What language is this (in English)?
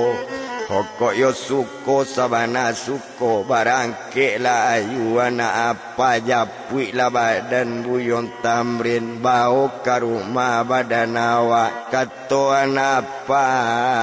Minangkabau